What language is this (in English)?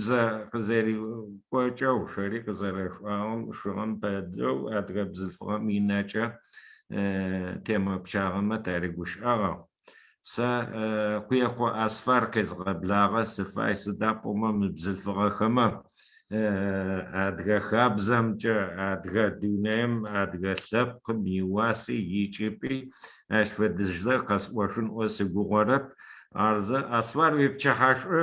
Adyghe